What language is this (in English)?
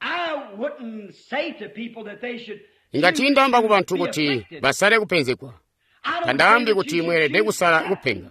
Tonga (Zambia)